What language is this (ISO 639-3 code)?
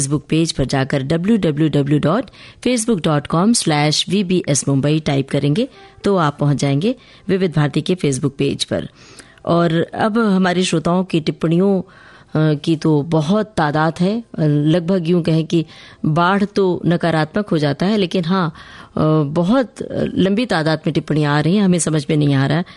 hin